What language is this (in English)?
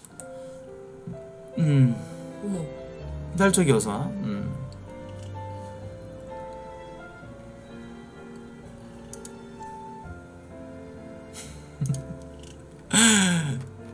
Korean